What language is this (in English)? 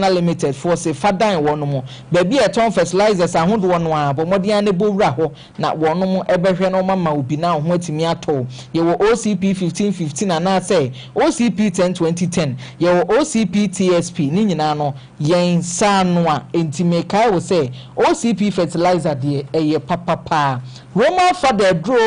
Akan